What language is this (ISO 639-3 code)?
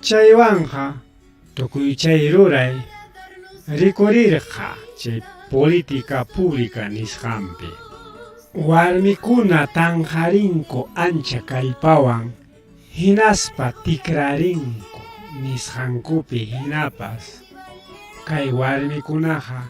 quy